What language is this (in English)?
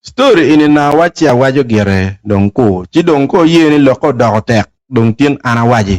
Acoli